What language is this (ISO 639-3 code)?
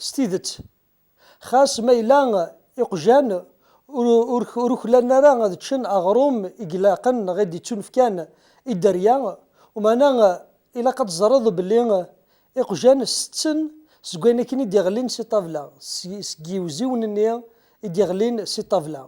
kab